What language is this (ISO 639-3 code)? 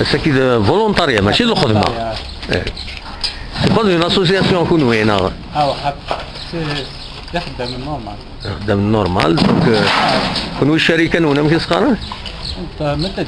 kab